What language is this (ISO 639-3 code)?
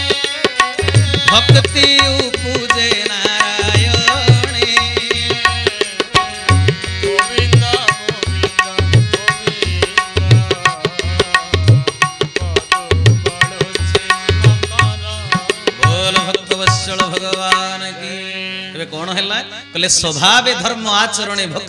ori